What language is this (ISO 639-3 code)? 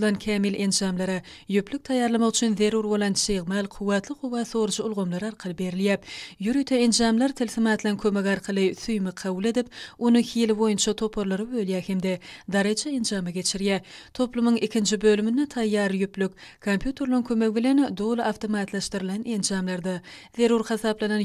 tuk